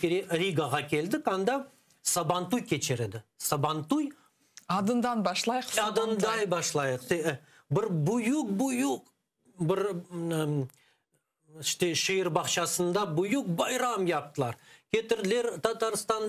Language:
Crimean Tatar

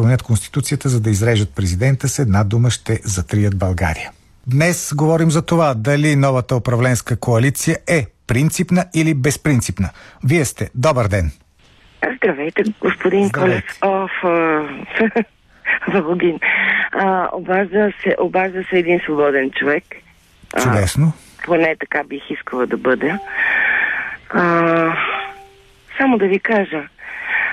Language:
Bulgarian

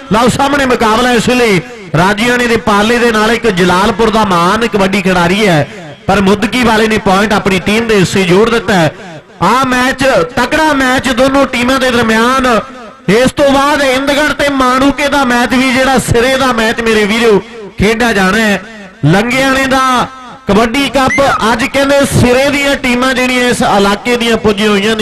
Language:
Punjabi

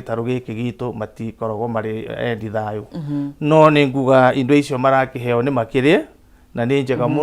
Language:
Kikuyu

